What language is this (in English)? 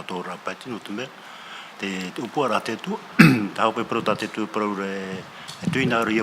Tahitian